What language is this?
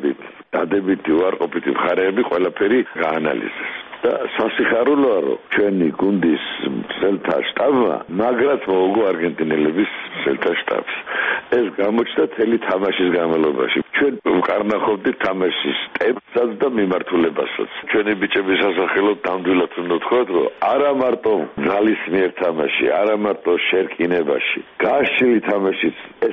Georgian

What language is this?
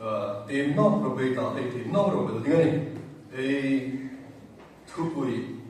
Hmar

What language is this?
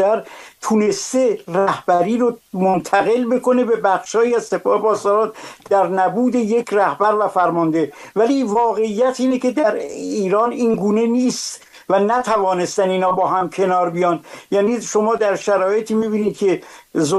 Persian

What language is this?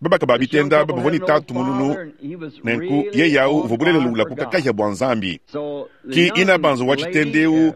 Luba-Lulua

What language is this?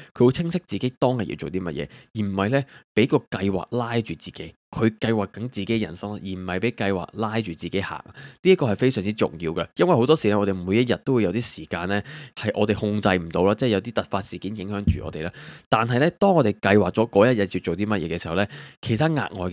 Cantonese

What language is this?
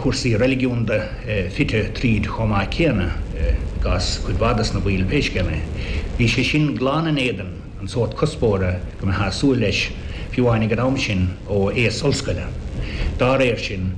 Irish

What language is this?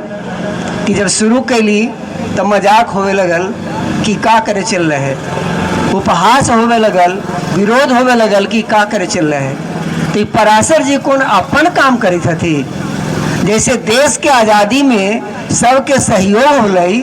Magahi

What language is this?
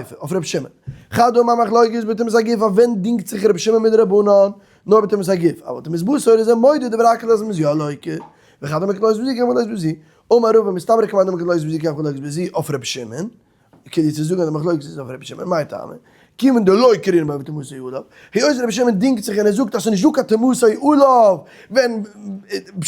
Yiddish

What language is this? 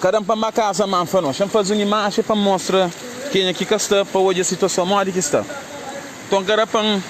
Kabuverdianu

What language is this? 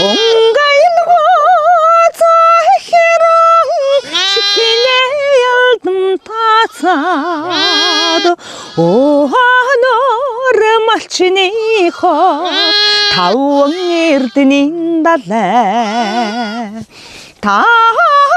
Mongolian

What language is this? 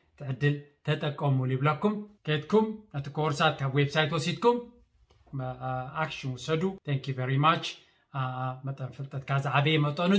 Tigrinya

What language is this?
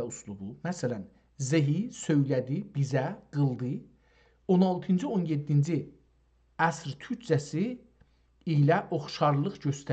South Azerbaijani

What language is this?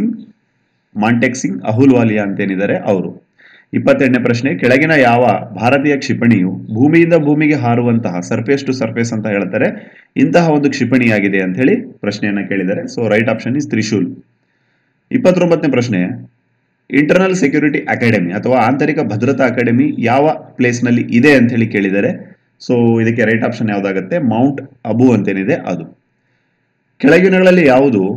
Kannada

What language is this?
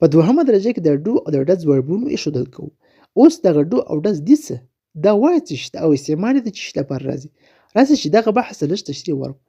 Pashto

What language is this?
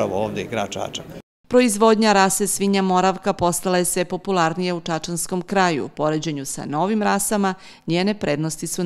Serbian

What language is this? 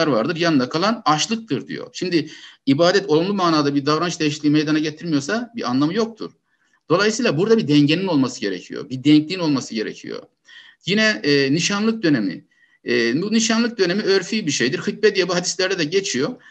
Turkish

